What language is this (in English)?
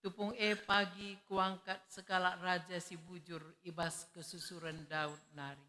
Batak Karo